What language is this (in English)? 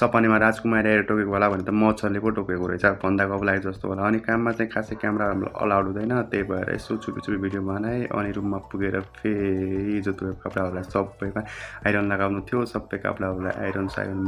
Nepali